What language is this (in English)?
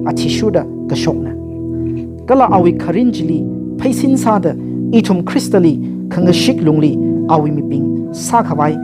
Tangkhul Naga (India)